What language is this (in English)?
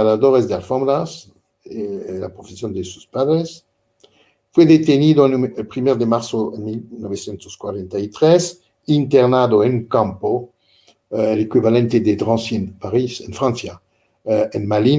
Ladino